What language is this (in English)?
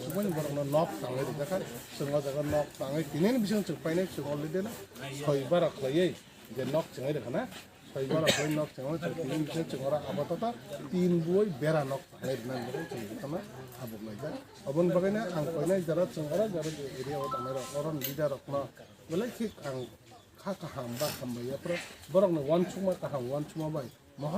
Kok Borok